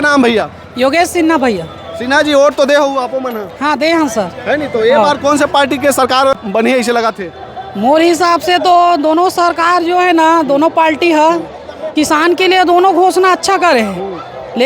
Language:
Chhattisgarhi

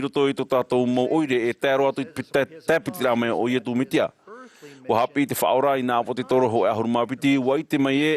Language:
Tahitian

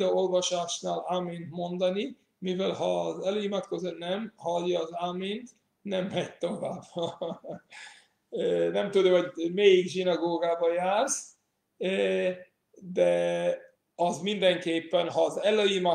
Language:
Hungarian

